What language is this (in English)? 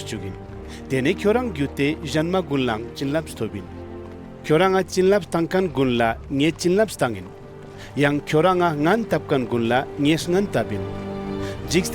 Ladakhi